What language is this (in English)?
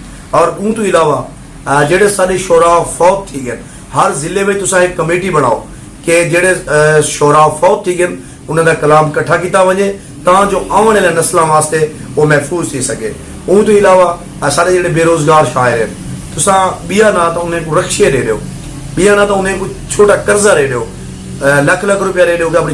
Saraiki